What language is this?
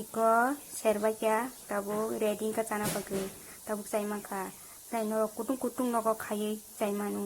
Kok Borok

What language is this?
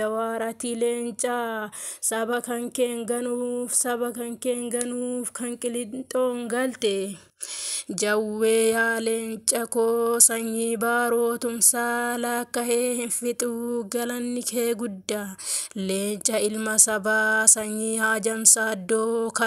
Oromo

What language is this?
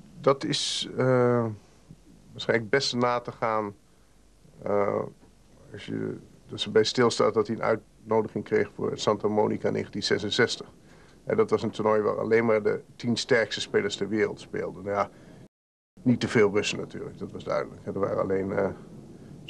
Dutch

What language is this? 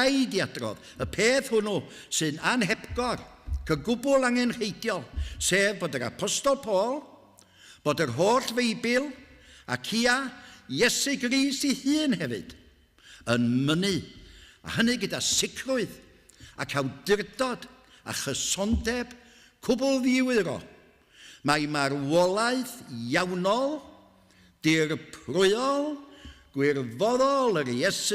Welsh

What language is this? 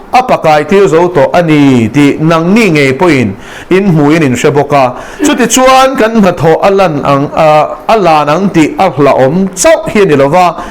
Mizo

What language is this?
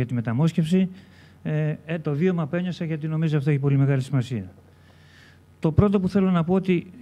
Greek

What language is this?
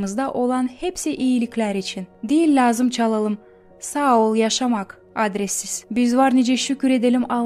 Gagauz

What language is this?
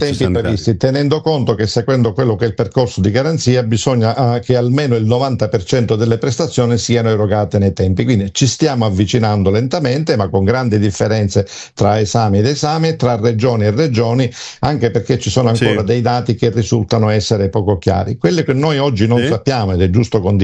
Italian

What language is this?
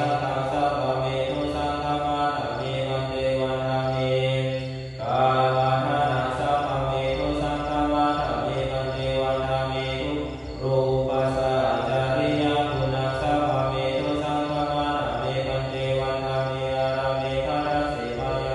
Pali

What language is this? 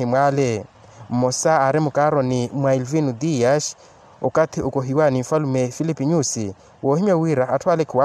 Makhuwa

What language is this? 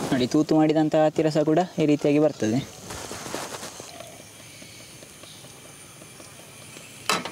Kannada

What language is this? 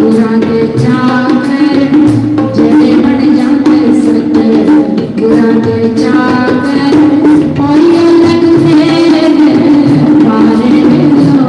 Dogri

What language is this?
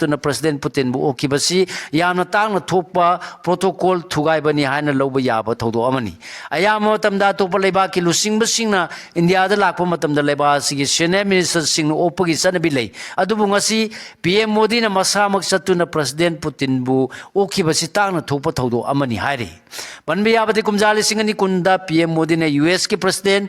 Manipuri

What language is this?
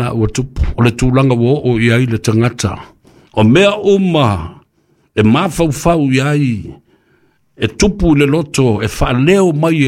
Samoan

